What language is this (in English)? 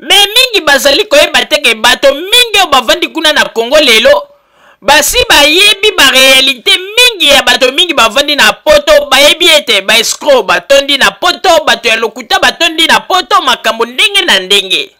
Lingala